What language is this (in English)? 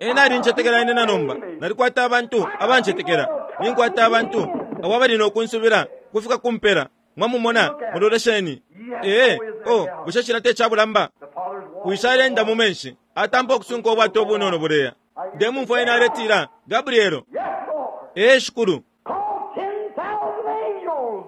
Bemba